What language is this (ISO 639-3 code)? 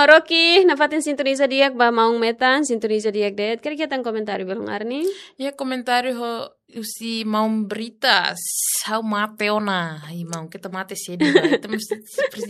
tet